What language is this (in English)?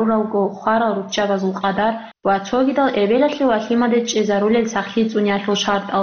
Avaric